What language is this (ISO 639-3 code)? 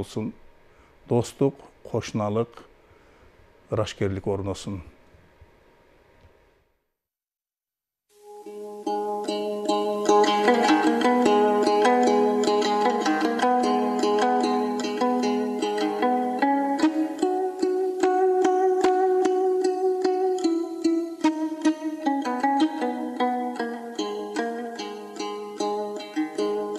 kir